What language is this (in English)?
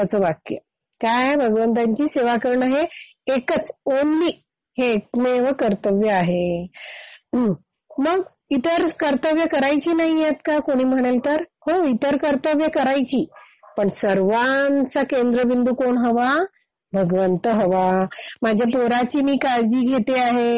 Marathi